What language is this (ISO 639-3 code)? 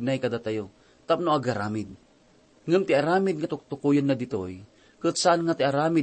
ilo